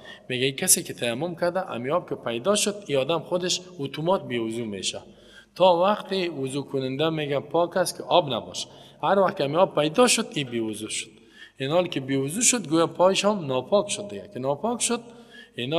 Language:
Persian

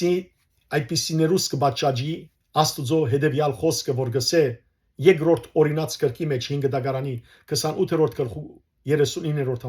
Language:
Western Armenian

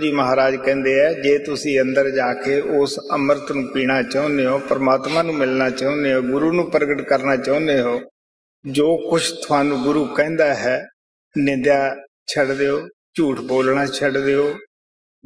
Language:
Punjabi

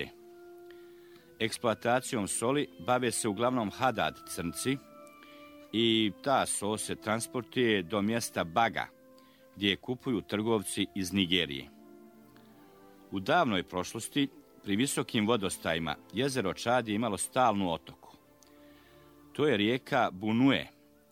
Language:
Bosnian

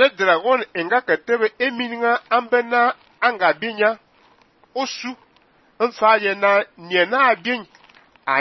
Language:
Fang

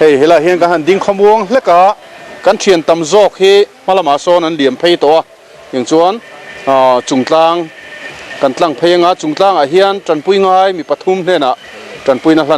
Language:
Mizo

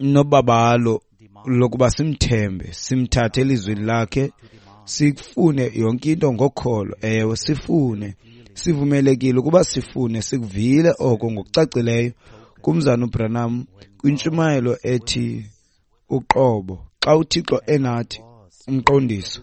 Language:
Xhosa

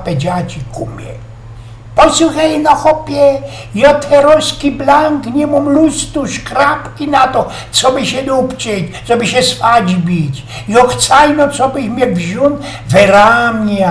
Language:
Silesian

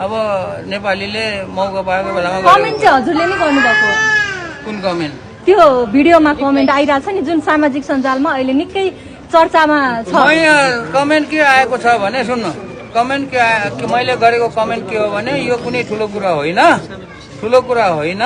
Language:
Nepali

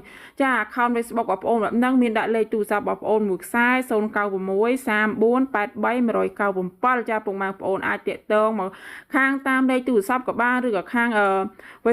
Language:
Khmer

